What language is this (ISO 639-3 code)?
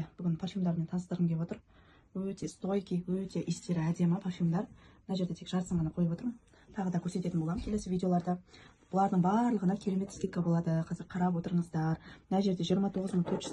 kaz